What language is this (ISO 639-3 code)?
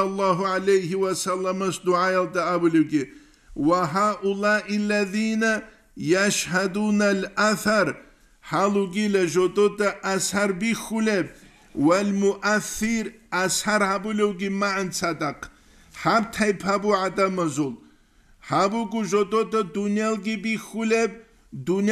ava